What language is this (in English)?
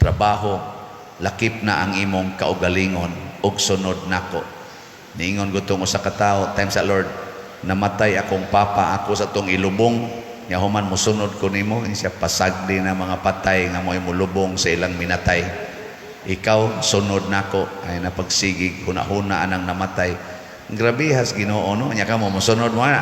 Cebuano